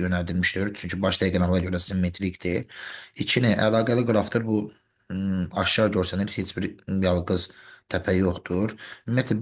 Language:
Azerbaijani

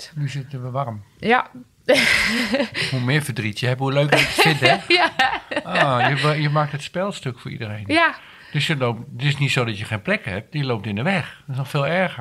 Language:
Dutch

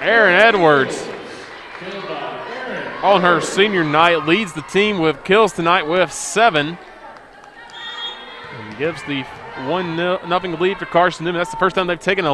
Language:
English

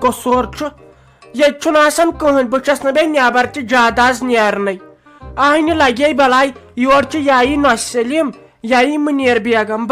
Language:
Kashmiri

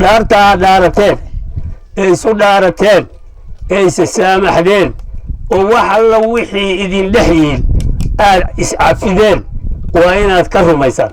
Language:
Somali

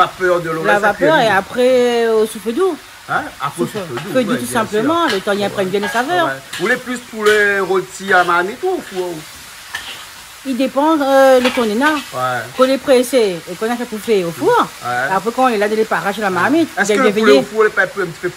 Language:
Réunion Creole French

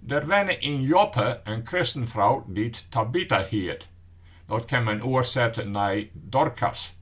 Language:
Western Frisian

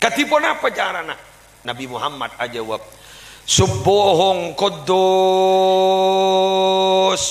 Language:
Madurese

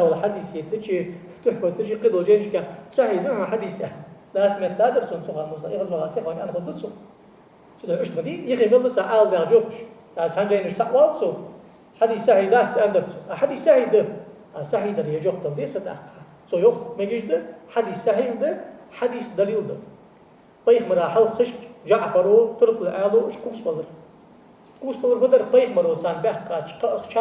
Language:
Ingush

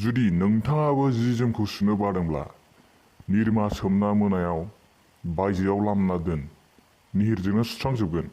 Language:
Bodo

